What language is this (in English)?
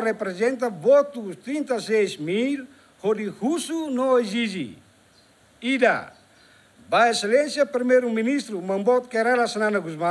Tetum